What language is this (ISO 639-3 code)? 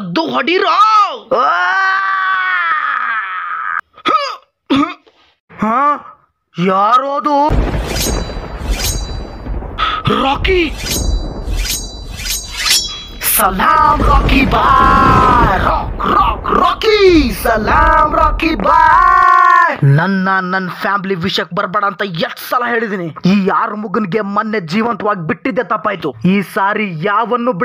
kan